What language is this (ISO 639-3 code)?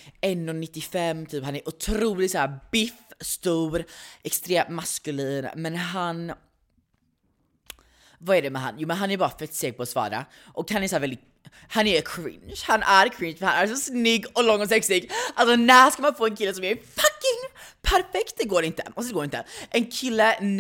swe